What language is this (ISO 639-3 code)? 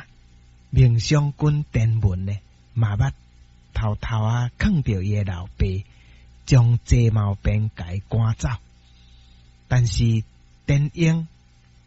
nan